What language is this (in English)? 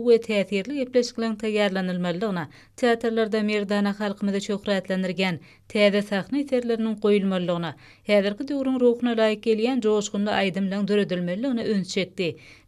Turkmen